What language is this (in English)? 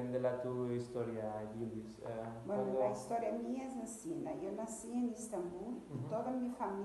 Ladino